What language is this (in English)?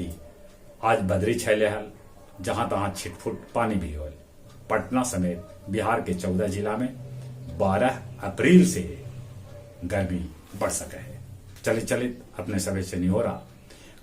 Magahi